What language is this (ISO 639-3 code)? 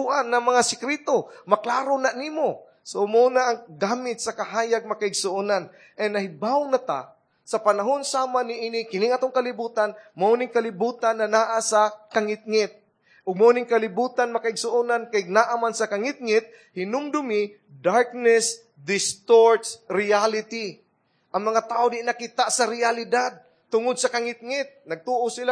ceb